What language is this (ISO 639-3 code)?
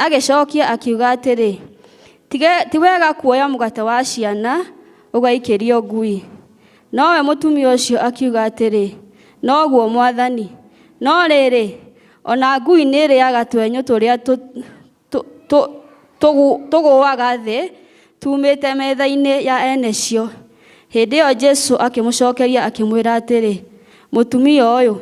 kik